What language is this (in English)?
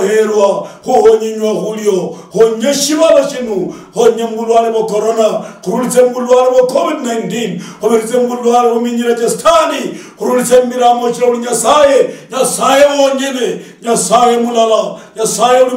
Luyia